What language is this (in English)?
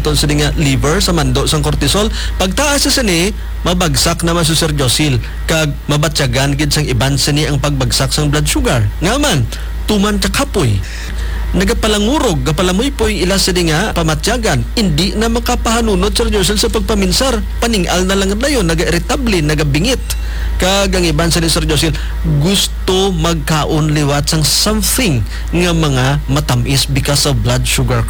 Hiligaynon